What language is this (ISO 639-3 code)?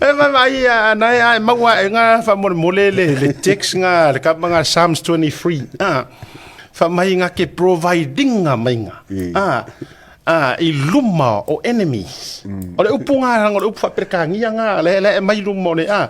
smo